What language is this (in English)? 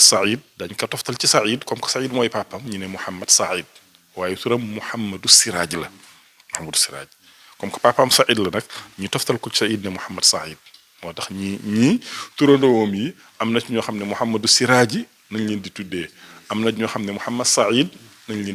Wolof